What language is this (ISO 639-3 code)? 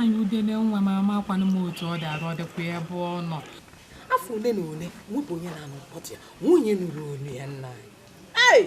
ibo